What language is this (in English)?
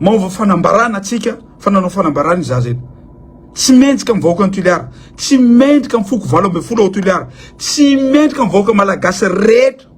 Malagasy